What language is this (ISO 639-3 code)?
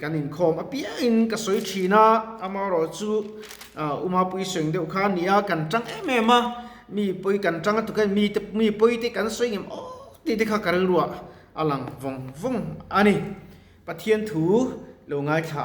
lus